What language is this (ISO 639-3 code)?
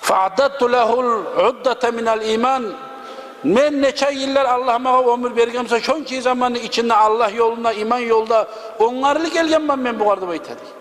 kum